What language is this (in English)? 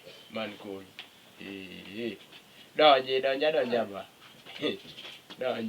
Luo (Kenya and Tanzania)